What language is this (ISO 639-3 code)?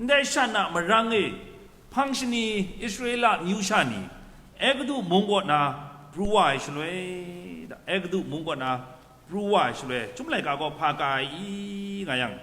kac